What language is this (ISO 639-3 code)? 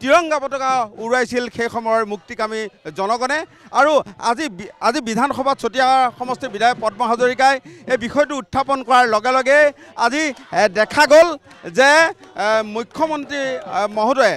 asm